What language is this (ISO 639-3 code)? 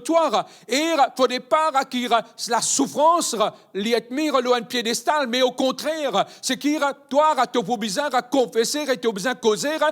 mfe